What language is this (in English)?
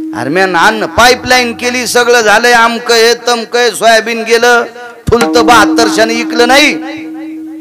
Marathi